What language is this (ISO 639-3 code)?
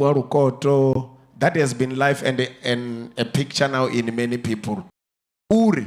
ven